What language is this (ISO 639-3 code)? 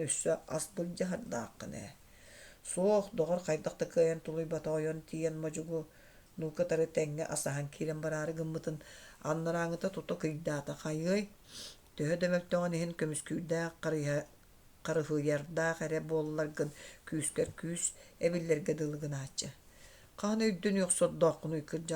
sah